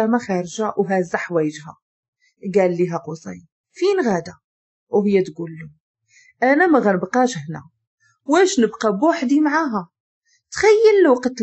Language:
Moroccan Arabic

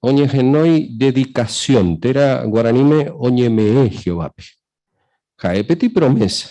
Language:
Guarani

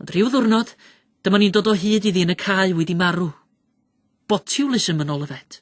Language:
Welsh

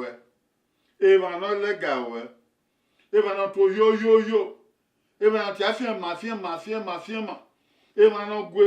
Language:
Bini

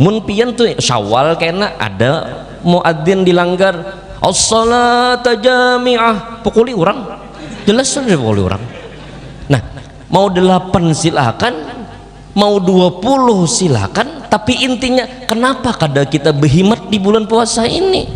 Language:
Banjar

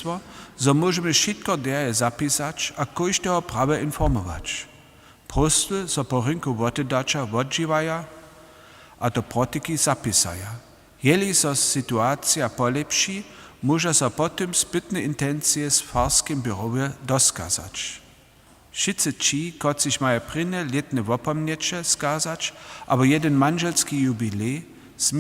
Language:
Upper Sorbian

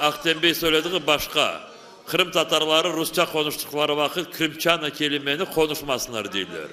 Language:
Crimean Tatar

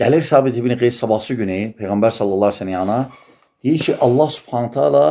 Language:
Azerbaijani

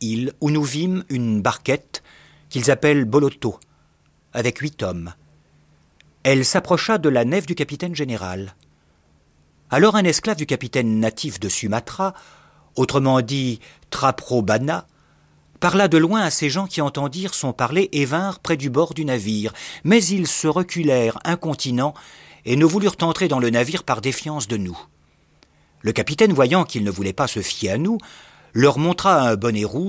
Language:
French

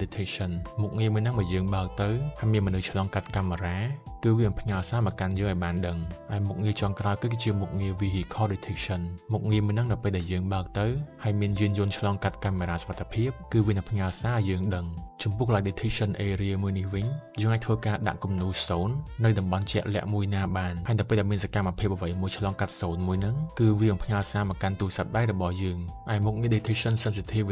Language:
Khmer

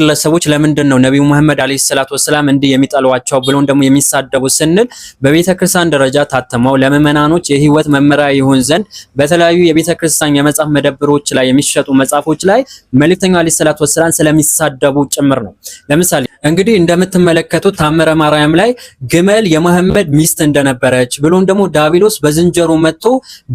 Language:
Amharic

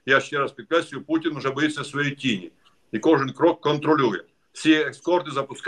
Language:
Ukrainian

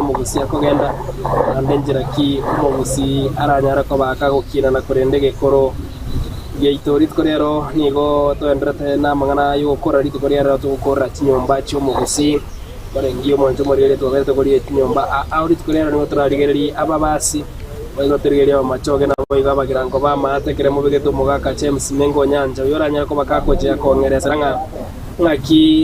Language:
Gusii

